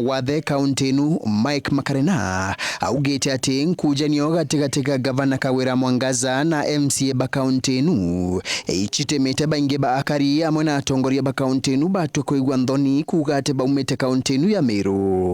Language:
Meru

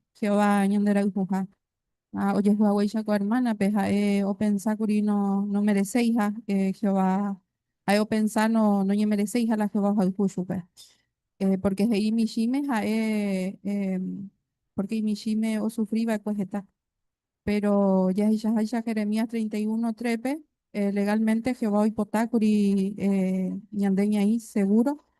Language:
Guarani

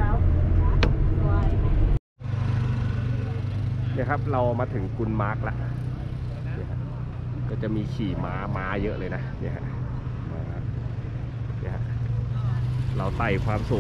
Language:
Thai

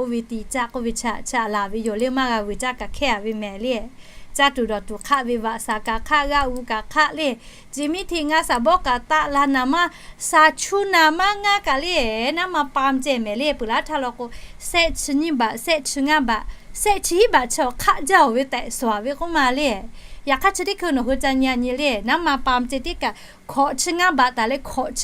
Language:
Lahu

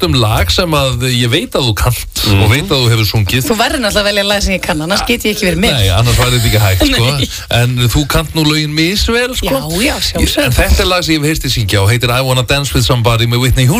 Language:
Icelandic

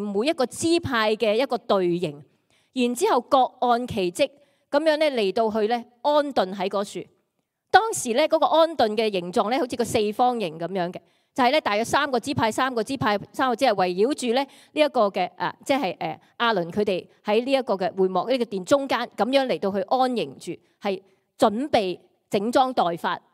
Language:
Cantonese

